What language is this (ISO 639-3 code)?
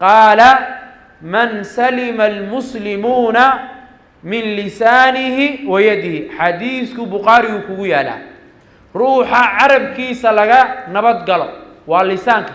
som